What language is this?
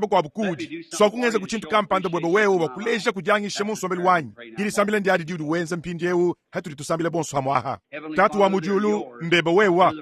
Luba-Lulua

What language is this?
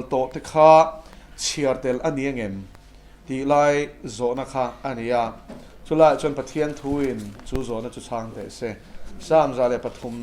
Mizo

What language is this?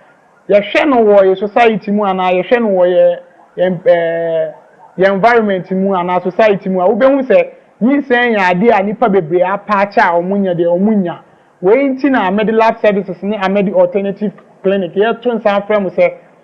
Akan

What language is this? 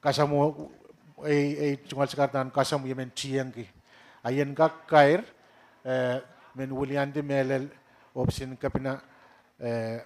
Pohnpeian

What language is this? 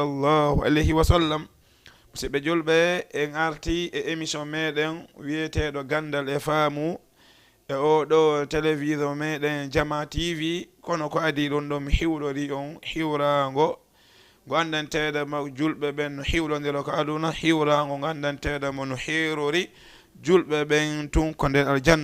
Fula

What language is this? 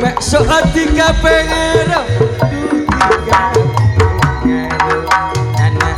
Madurese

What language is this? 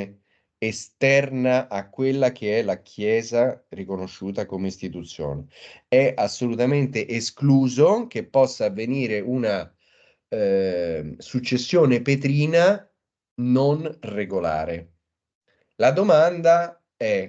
Italian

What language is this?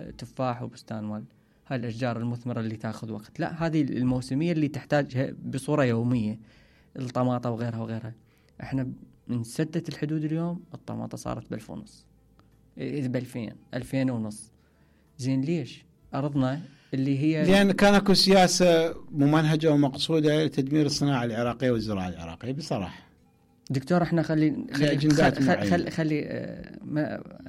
Mesopotamian Arabic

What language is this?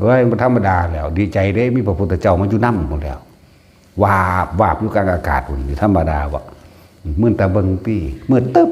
Northeastern Thai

